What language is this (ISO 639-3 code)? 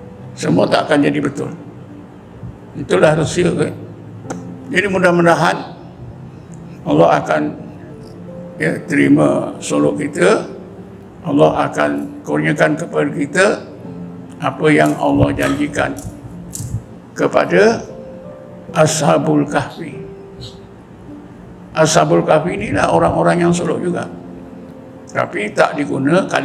msa